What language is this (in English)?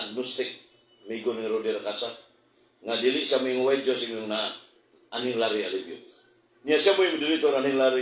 Cebuano